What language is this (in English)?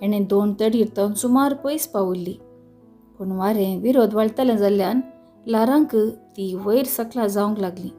Konkani